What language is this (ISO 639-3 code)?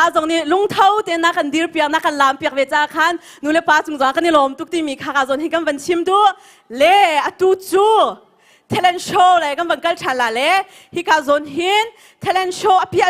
cnh